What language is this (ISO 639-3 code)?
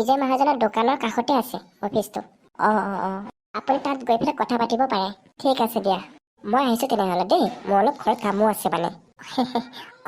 asm